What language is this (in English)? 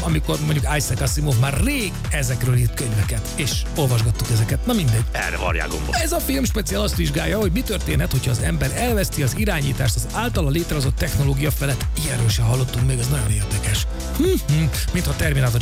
Hungarian